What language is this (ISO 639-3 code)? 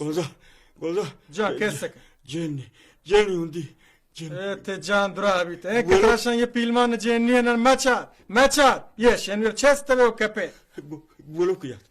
bal